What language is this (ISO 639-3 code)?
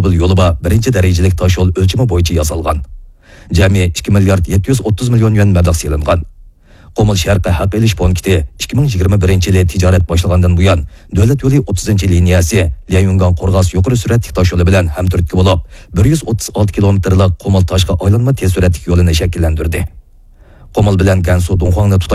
uig